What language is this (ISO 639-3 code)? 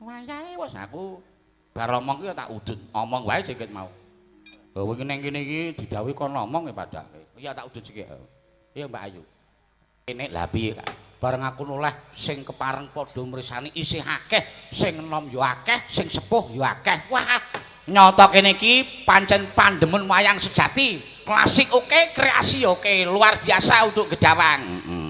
jav